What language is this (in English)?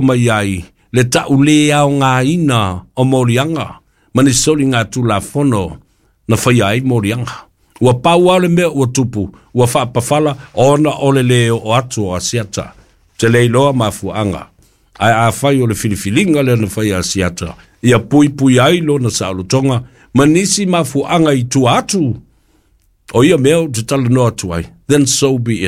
Samoan